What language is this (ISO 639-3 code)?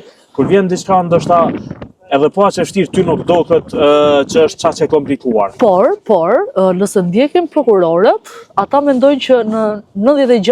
sqi